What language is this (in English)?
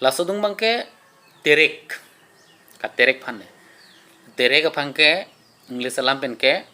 Karbi